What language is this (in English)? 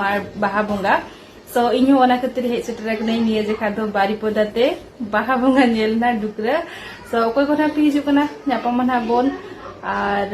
Santali